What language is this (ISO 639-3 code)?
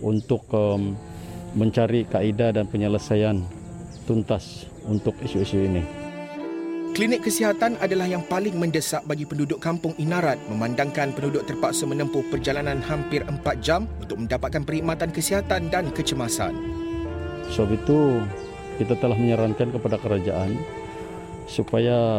msa